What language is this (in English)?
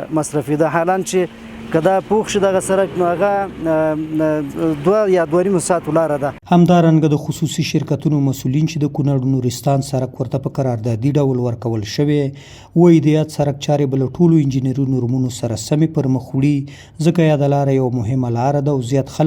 Pashto